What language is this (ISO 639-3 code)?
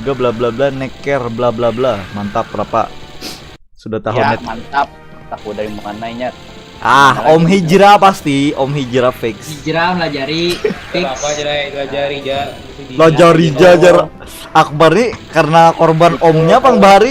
bjn